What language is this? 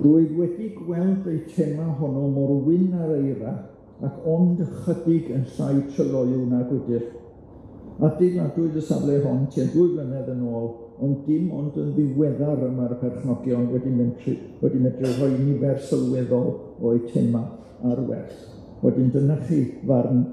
Welsh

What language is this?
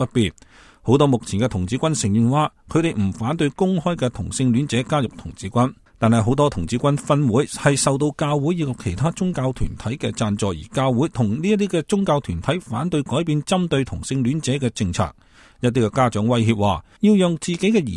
Cantonese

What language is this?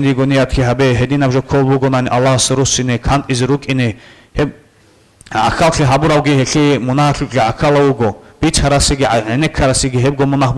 Avaric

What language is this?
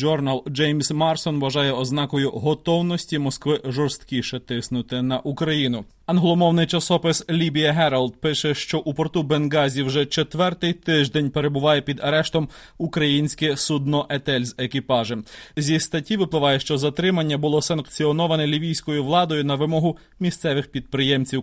Ukrainian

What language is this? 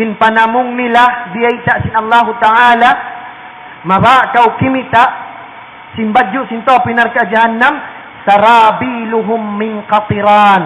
Tausug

